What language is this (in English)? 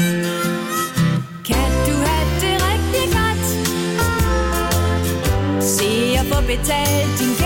Danish